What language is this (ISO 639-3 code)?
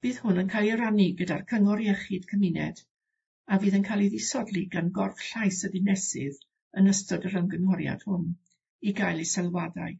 cym